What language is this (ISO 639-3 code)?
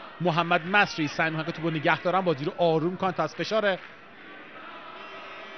fas